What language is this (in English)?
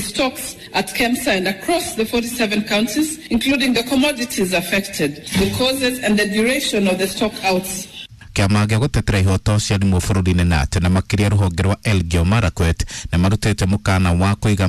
Kikuyu